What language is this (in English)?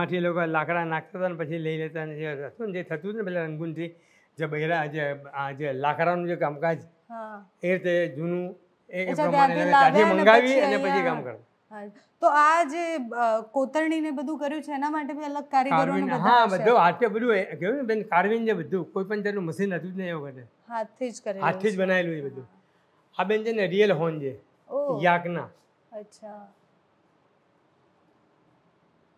Gujarati